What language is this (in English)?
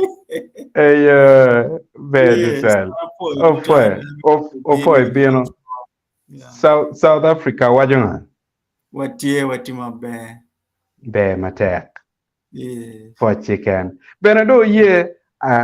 Acoli